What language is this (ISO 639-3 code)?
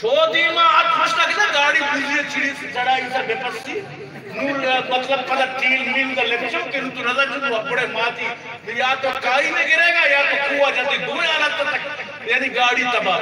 bgp